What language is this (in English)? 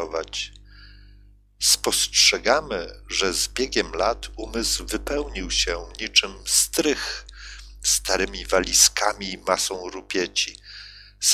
Polish